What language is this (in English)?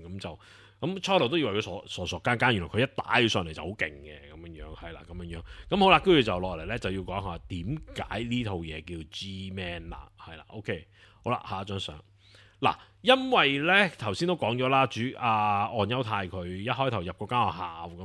Cantonese